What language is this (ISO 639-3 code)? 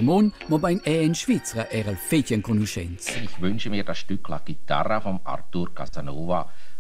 roh